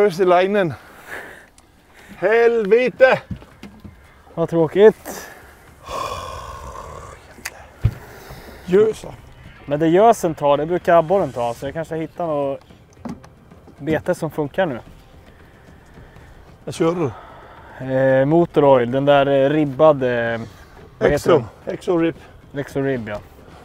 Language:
Swedish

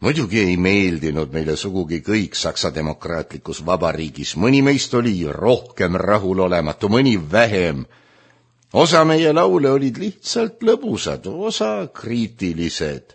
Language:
Estonian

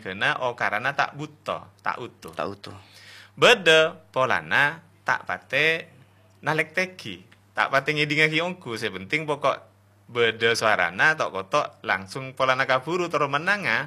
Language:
Madurese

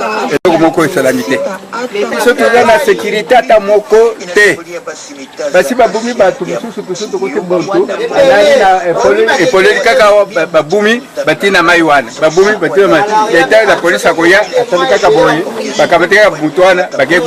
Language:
Lingala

